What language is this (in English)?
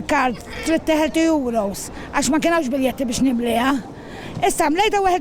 Maltese